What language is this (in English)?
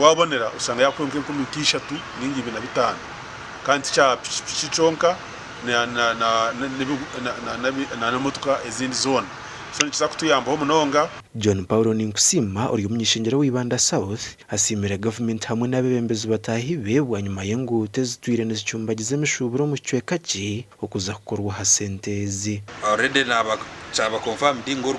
Nyankole